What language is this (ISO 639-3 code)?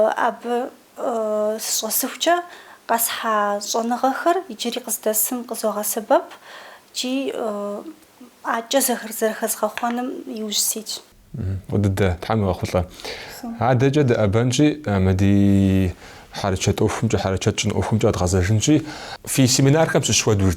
kbd